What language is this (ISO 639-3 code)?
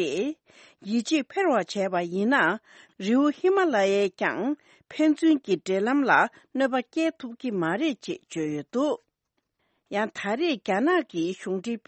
bod